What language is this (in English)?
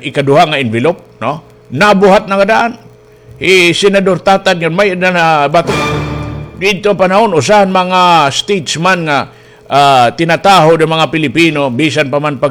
Waray